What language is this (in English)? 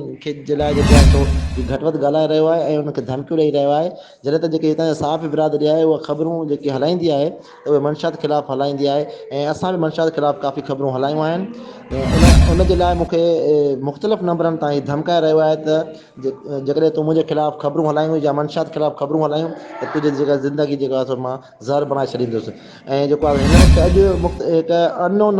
Sindhi